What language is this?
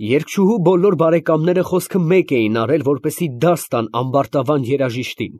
Armenian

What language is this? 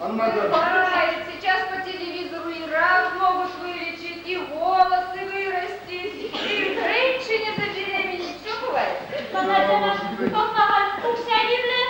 Chuvash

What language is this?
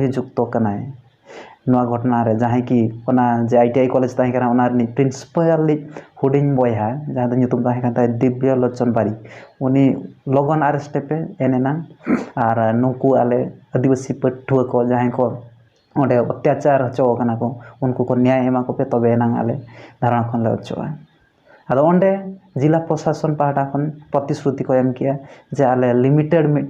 Santali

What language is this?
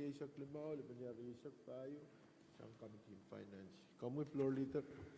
Pohnpeian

